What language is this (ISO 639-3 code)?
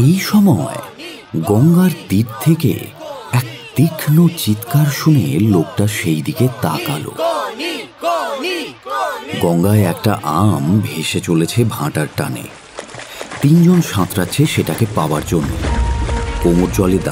ben